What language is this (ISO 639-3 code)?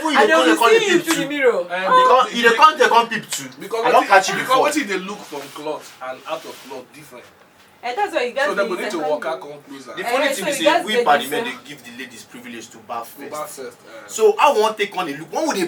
pcm